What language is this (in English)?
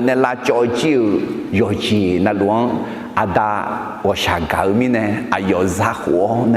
Akha